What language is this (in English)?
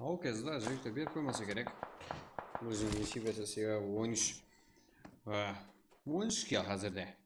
Kara-Kalpak